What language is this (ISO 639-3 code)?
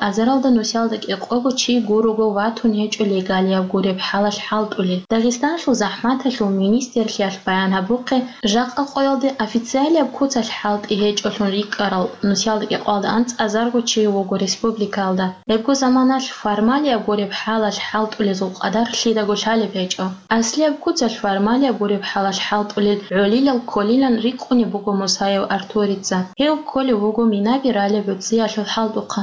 ava